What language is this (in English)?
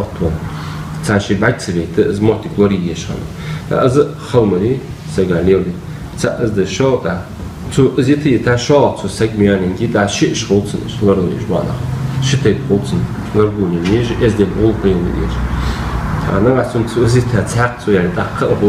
Ingush